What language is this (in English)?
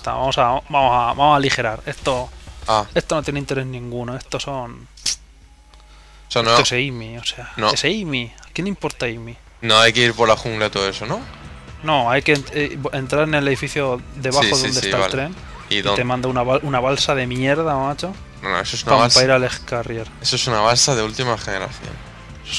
Spanish